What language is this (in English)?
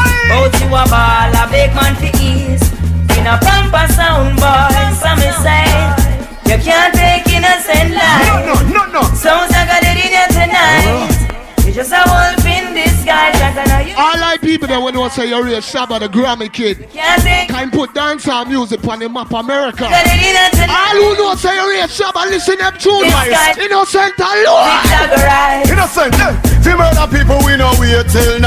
Jamaican Creole English